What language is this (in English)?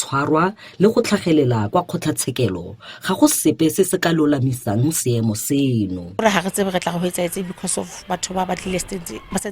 Tswana